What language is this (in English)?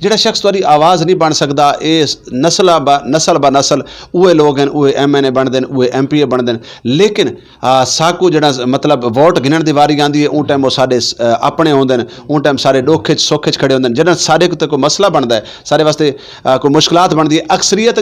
Saraiki